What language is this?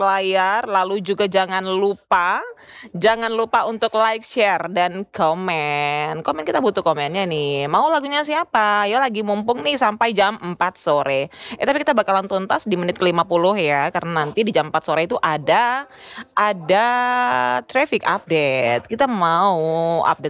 Indonesian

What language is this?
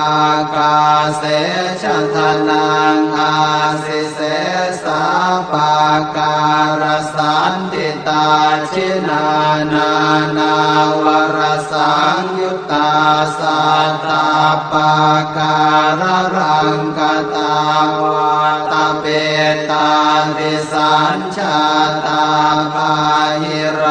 Pali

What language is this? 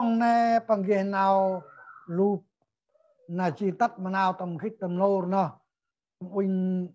Central Mnong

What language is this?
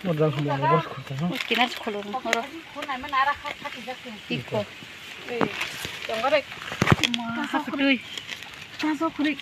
Kok Borok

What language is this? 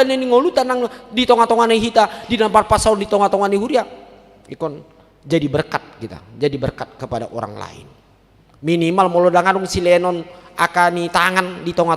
Batak Toba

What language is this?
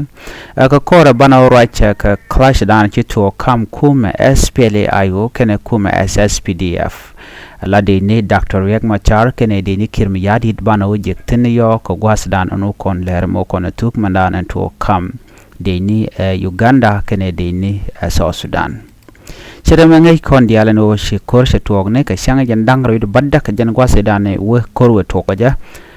Nuer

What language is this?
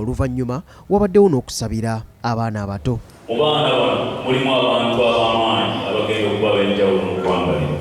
Ganda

